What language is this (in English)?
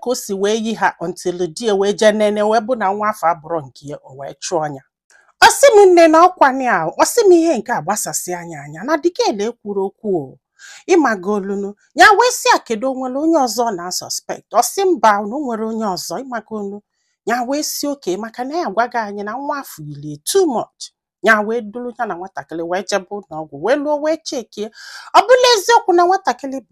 Igbo